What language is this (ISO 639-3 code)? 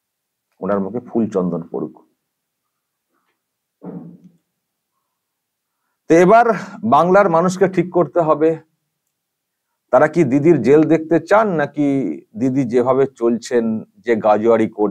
ben